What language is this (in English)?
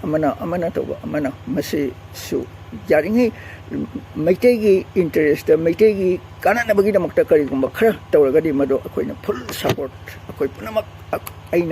Manipuri